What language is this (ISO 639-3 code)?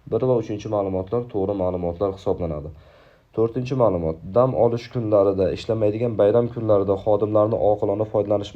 uzb